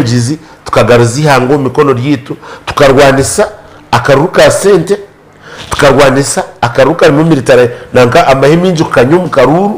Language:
Nyankole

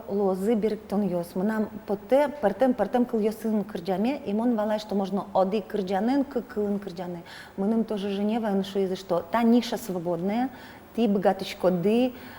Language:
Udmurt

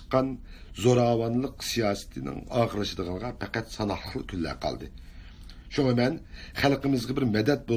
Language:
Uyghur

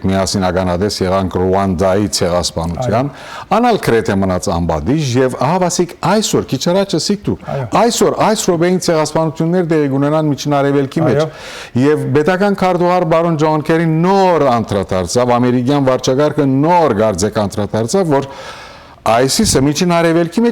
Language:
Western Armenian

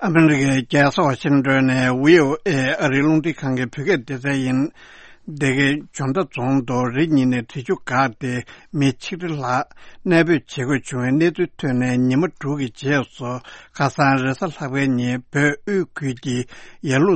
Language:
Tibetan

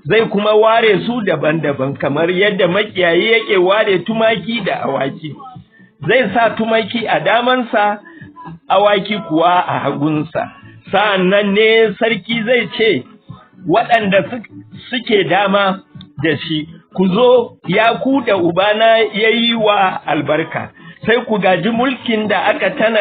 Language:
Hausa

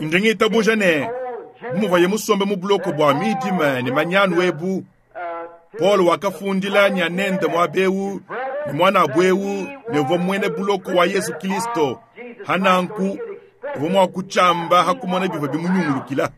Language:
Luba-Lulua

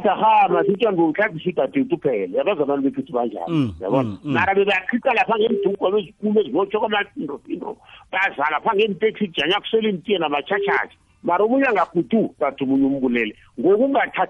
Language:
South Ndebele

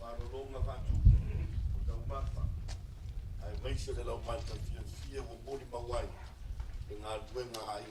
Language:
Samoan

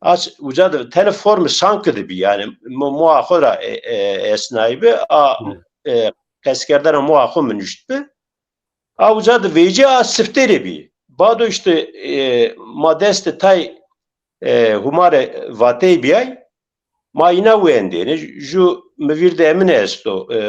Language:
Zaza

